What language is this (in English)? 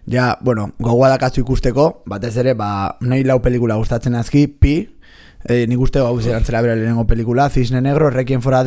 Basque